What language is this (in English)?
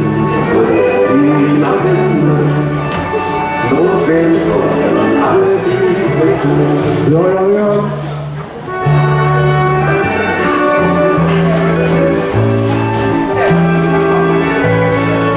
Swedish